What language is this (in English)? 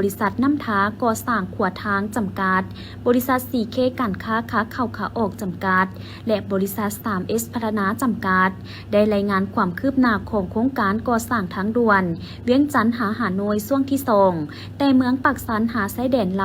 Lao